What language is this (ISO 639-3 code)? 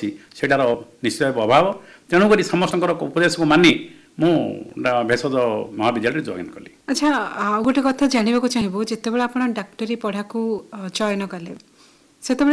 ori